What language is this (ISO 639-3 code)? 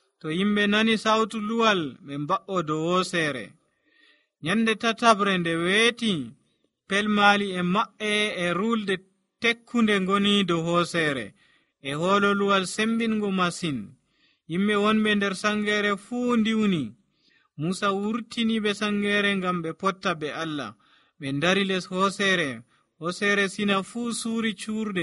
fuv